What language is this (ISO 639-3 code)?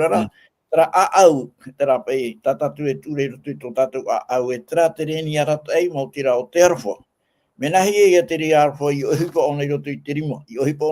tah